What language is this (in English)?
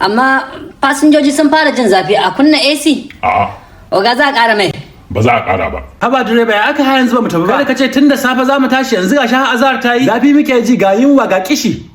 Hausa